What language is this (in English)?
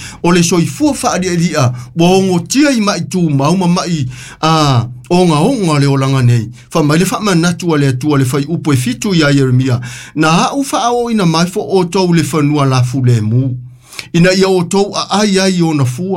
Samoan